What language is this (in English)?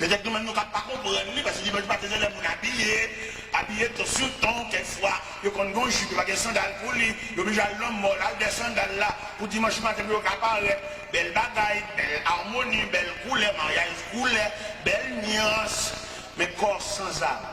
Haitian Creole